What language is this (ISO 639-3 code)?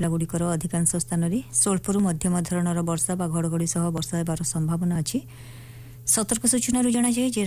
ori